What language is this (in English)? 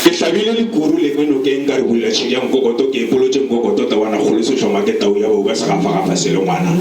Northern Sotho